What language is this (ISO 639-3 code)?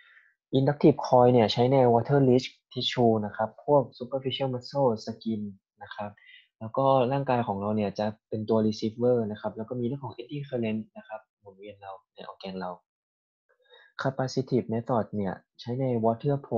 tha